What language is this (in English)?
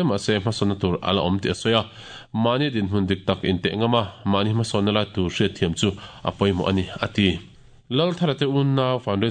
Mizo